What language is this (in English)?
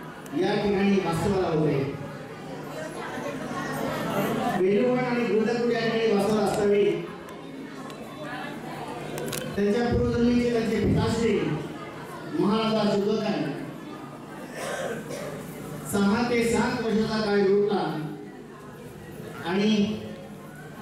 Marathi